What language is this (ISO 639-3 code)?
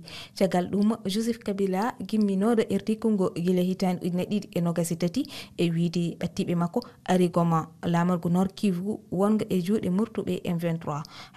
ful